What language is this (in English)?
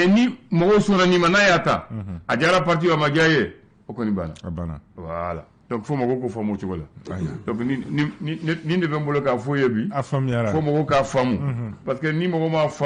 Bambara